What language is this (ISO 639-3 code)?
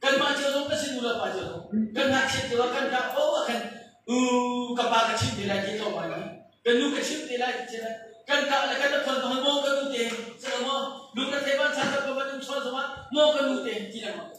cnh